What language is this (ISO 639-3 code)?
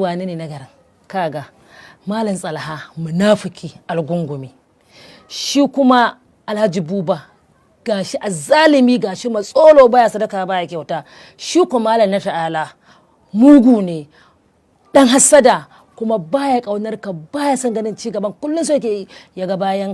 hau